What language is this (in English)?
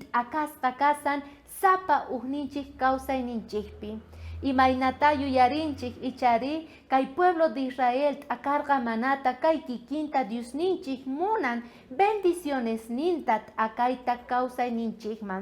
South Bolivian Quechua